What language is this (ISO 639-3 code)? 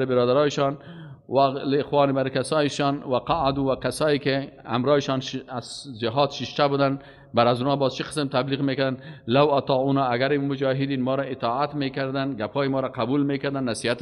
fas